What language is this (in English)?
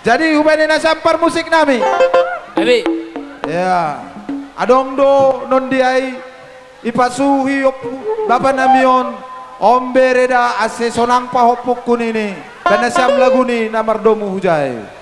Batak Simalungun